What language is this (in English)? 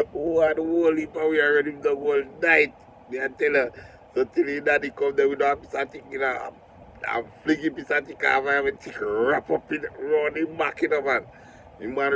Jamaican Creole English